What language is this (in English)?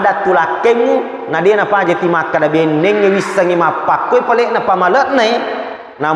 Buginese